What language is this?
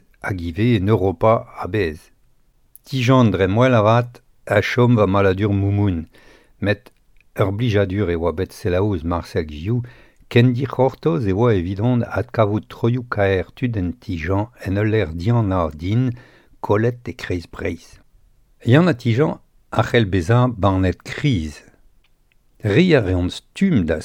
Breton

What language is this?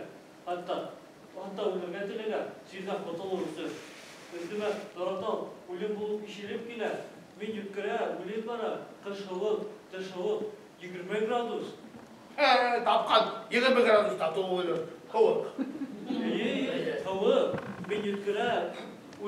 Bashkir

